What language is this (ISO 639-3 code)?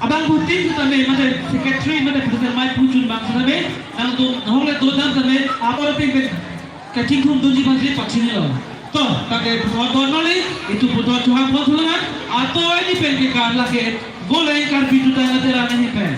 mjw